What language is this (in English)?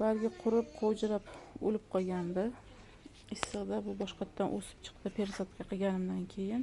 Uzbek